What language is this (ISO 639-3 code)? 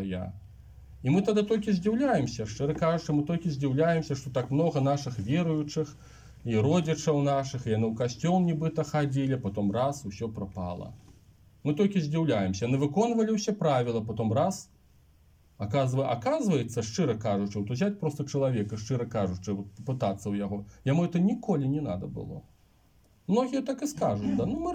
bel